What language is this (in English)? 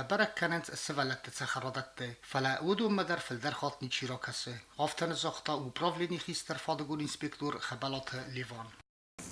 Ossetic